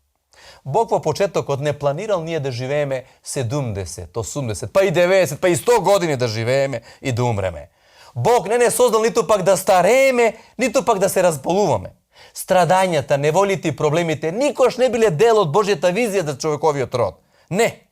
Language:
Macedonian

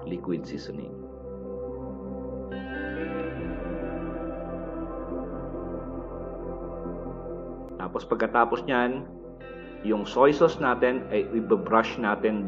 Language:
Filipino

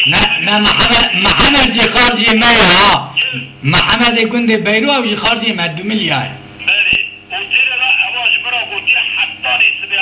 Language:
Kurdish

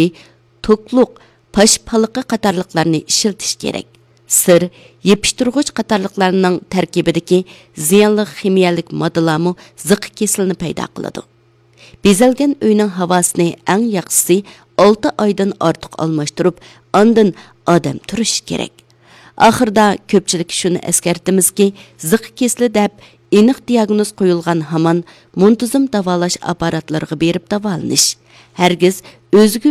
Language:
Uyghur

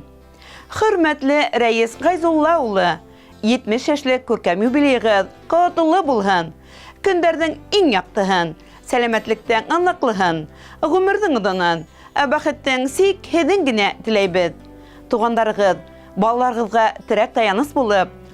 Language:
Bashkir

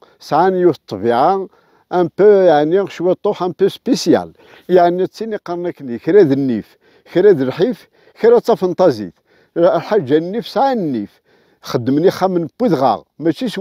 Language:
Kabyle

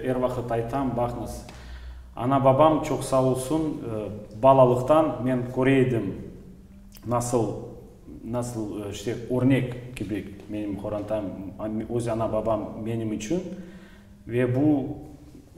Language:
Crimean Tatar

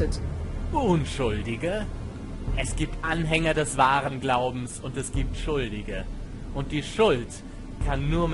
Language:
German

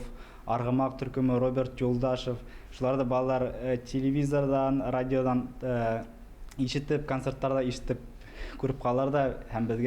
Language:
Bashkir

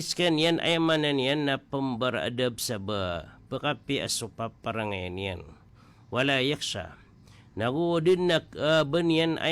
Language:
Maranao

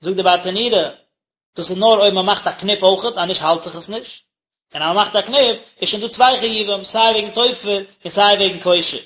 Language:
Yiddish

